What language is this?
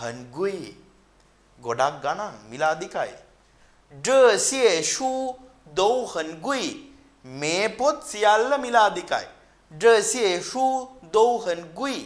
Sinhala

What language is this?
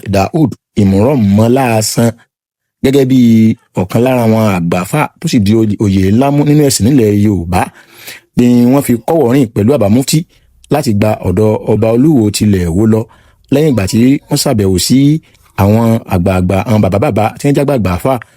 Yoruba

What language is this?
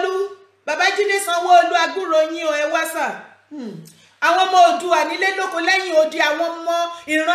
Yoruba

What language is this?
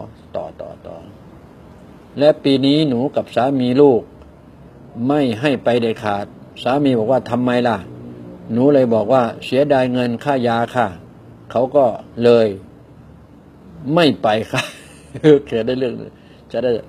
Thai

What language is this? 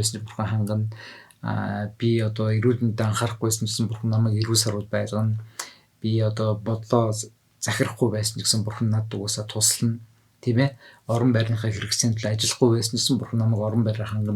Mongolian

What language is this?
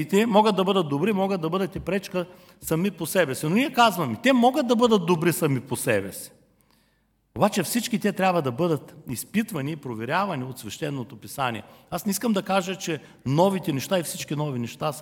Bulgarian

